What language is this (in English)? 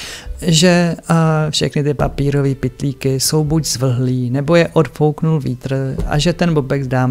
Czech